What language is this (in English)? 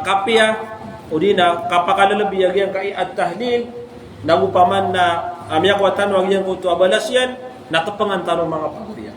Maranao